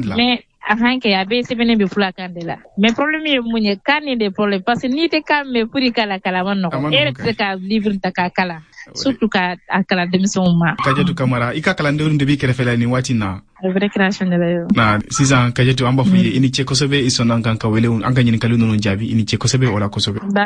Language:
Bambara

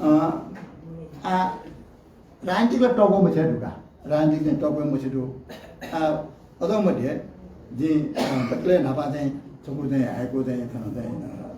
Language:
Newari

